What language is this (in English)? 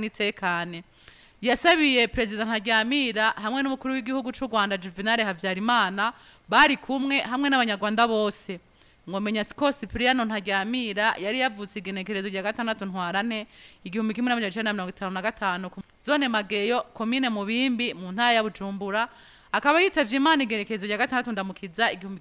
Rundi